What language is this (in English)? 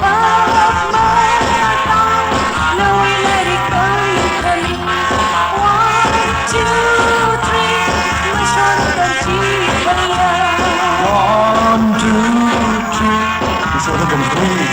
Tangkhul Naga (India)